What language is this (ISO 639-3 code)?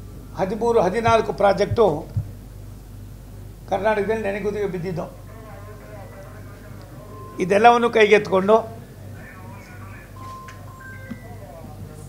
kan